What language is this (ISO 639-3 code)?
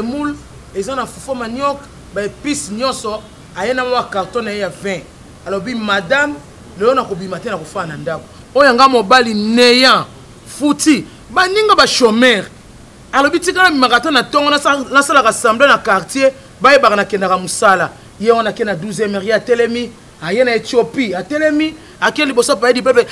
lin